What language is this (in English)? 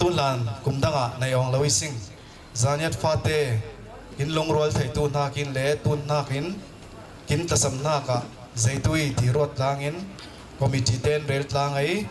Falam Chin